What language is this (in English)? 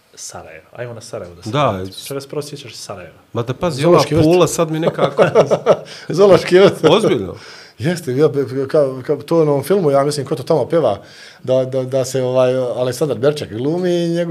Bosnian